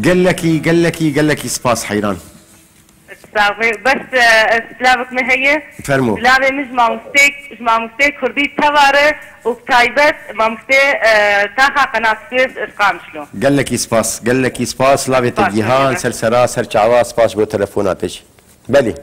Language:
Kurdish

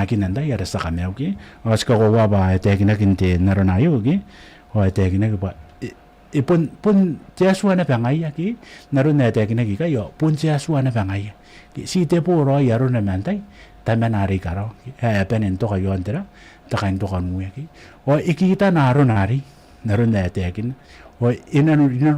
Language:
Gilbertese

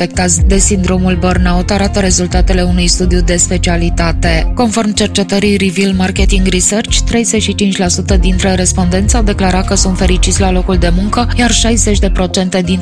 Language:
Romanian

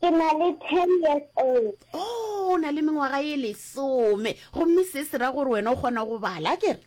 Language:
Northern Sotho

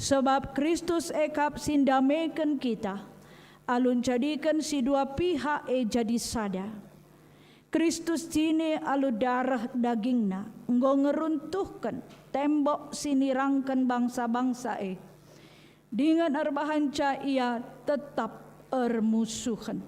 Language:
Batak Karo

